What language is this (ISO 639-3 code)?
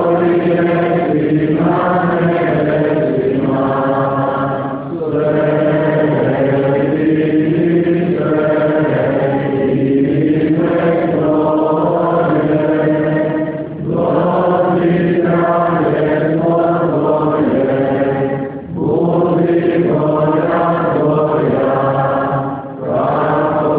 hrv